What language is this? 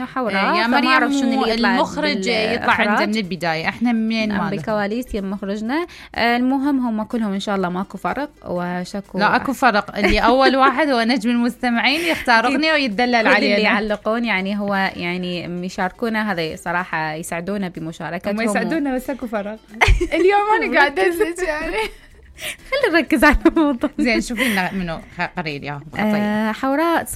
Mesopotamian Arabic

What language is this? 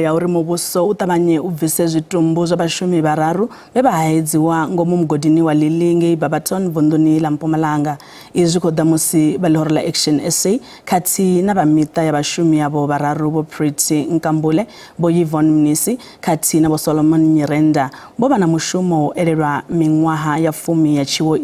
Venda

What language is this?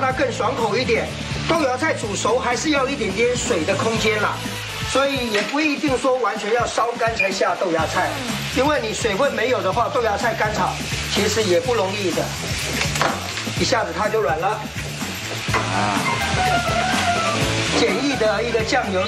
Chinese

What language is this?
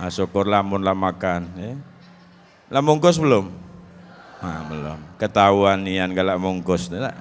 Musi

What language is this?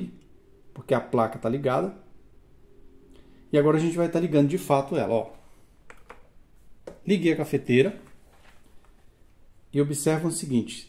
Portuguese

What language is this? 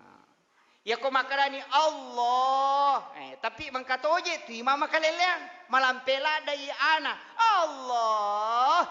Buginese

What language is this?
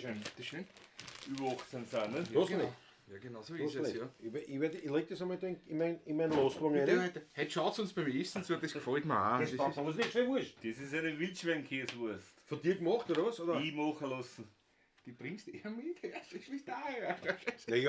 Bavarian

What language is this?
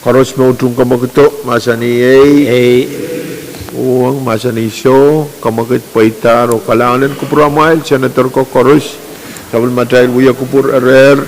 Pohnpeian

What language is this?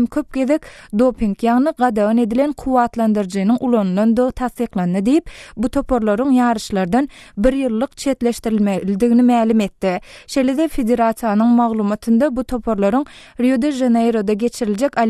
Turkmen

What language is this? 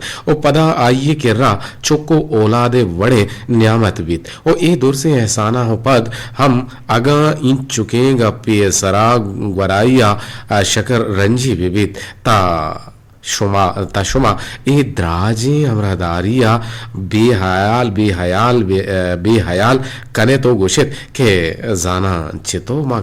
Eastern Balochi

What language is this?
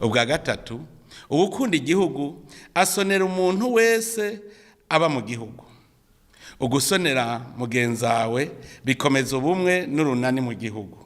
Rundi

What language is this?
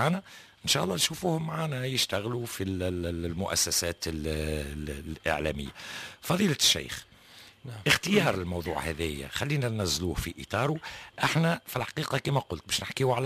Tunisian Arabic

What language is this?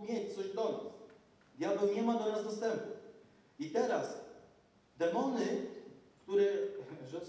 Polish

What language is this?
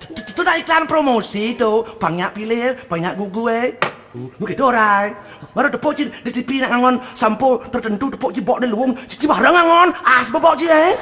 Balinese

